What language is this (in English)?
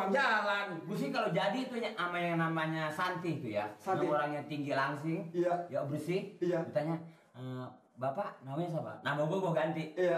Betawi